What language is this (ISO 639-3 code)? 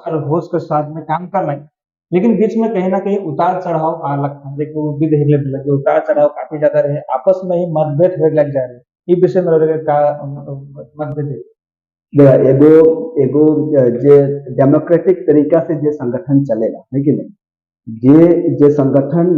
sck